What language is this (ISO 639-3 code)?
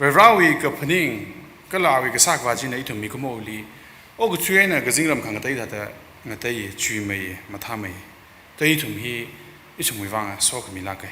nmf